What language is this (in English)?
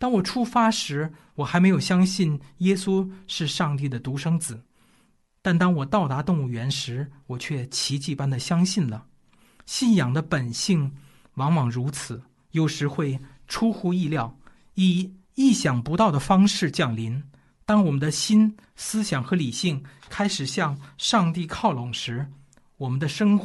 Chinese